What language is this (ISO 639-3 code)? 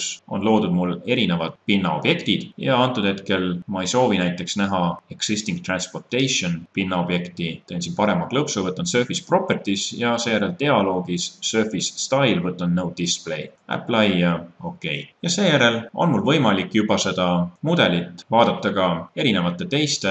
est